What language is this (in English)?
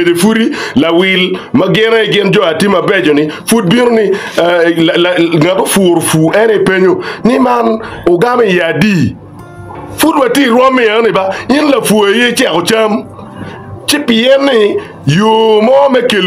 Acoli